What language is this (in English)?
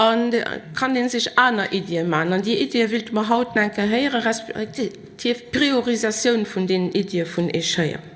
Luxembourgish